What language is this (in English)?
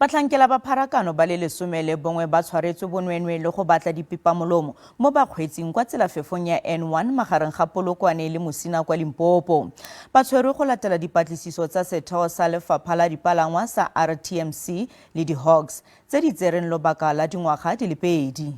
Tswana